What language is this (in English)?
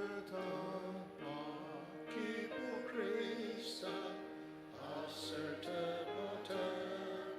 Ao Naga